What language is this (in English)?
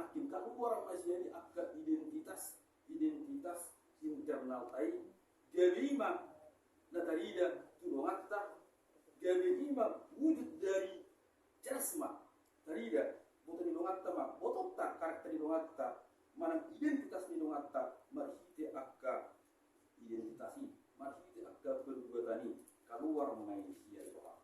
Batak Toba